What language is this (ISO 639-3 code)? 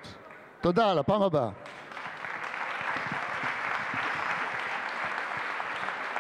heb